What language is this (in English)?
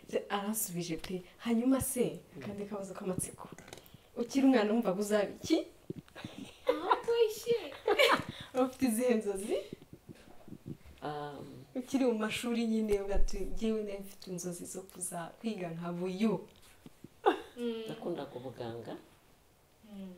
Kinyarwanda